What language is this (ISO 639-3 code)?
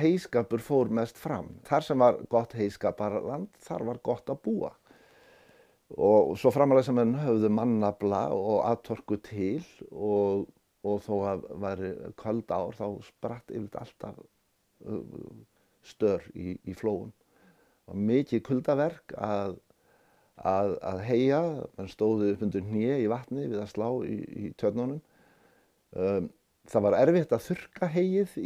isl